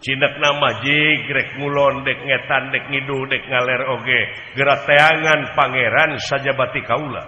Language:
Sundanese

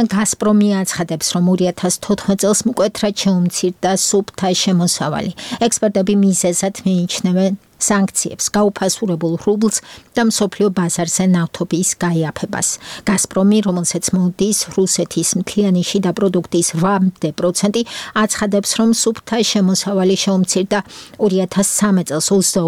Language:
Georgian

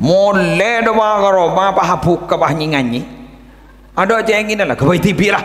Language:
Madurese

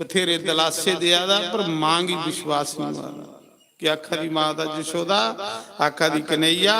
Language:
Dogri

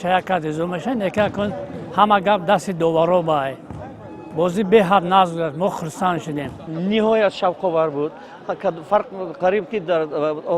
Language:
Tajik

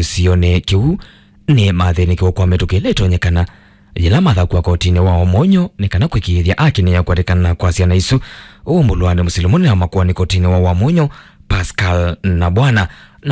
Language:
Kamba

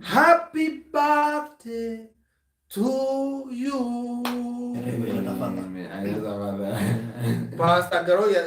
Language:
Kikuyu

